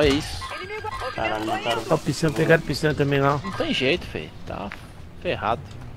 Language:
Portuguese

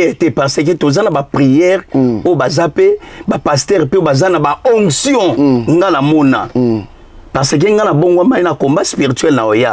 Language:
Lingala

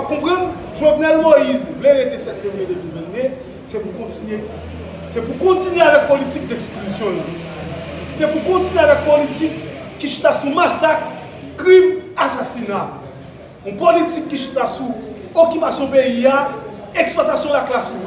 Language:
Haitian Creole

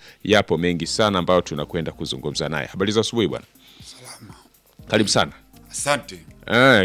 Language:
Swahili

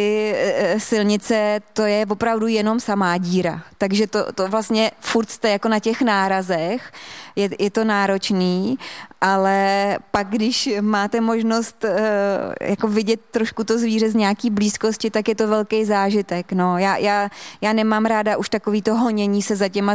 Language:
Czech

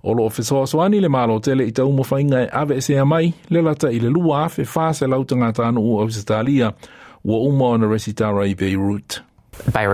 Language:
Samoan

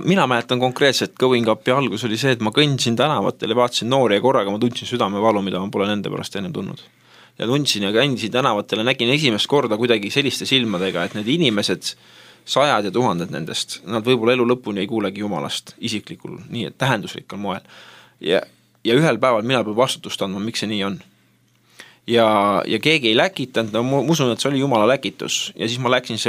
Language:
Estonian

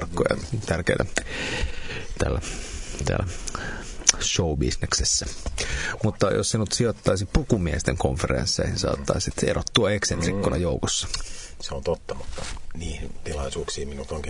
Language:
Finnish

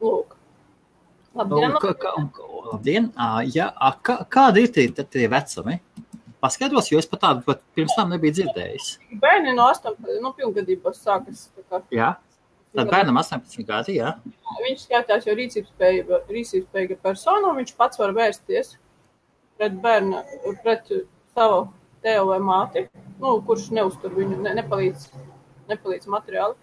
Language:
Latvian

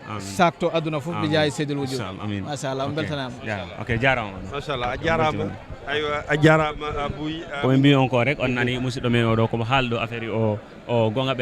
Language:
Fula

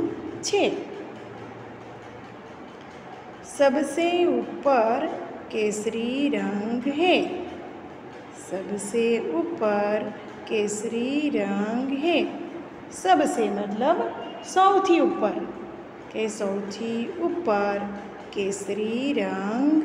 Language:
Gujarati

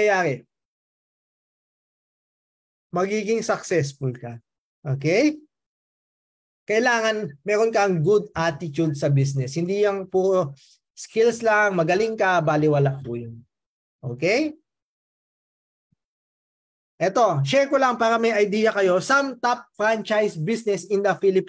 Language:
Filipino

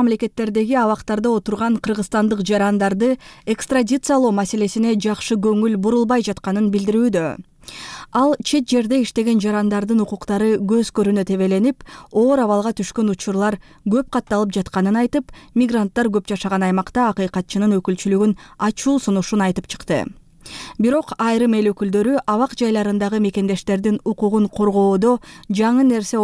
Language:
Kyrgyz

